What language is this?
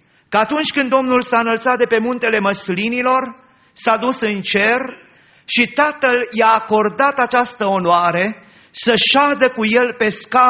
Romanian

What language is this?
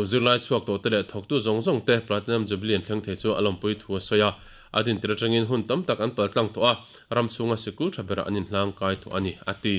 Mizo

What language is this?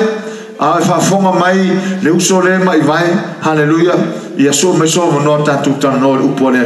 Samoan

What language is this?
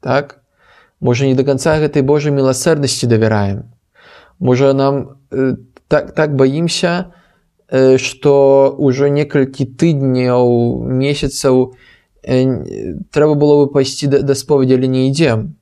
Belarusian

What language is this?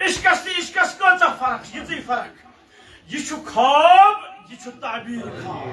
Kashmiri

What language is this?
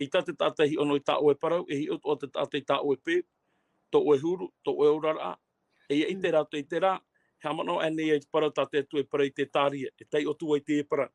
Tahitian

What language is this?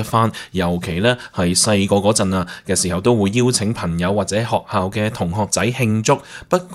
Cantonese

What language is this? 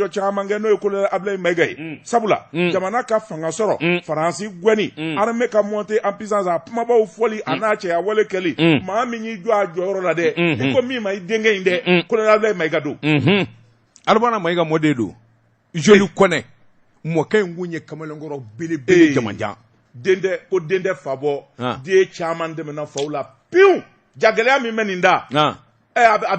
Bambara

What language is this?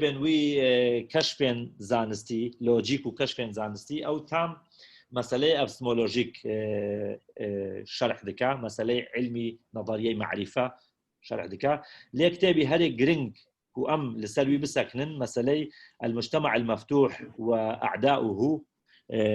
Kurdish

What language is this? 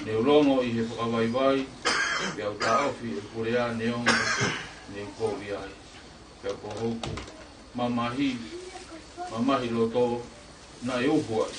Tongan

